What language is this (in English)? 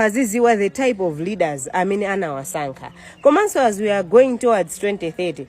Nyanja